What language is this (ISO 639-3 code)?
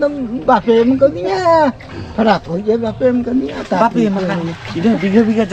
sat